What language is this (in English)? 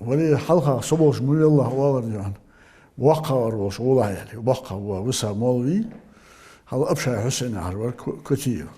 Ingush